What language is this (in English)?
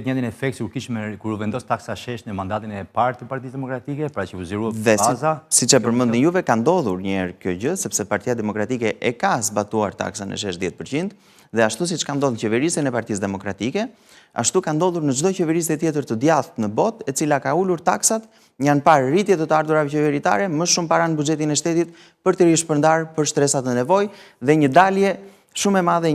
Albanian